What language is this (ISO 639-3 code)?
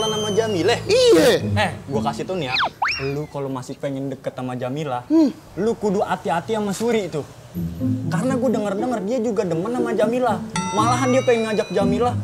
bew